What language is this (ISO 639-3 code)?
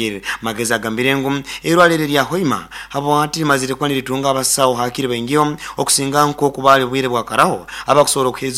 nyo